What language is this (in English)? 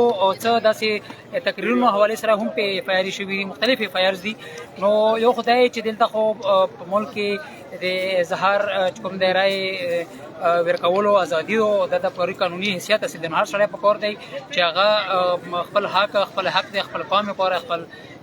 Pashto